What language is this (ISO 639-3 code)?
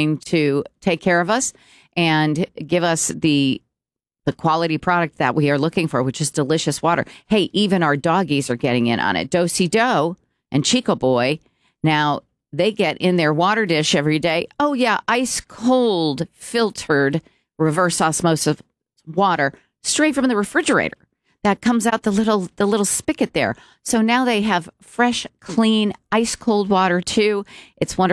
eng